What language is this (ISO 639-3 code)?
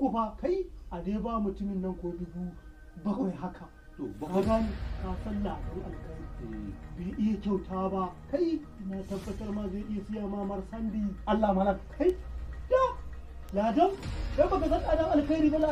hau